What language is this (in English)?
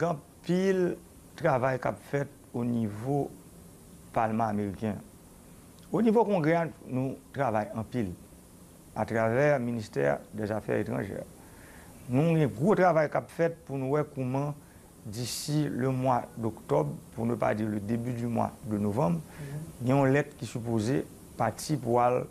Haitian Creole